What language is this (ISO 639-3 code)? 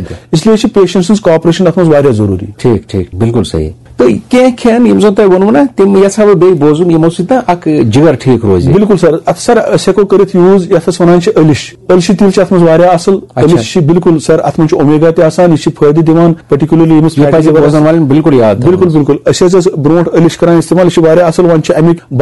kas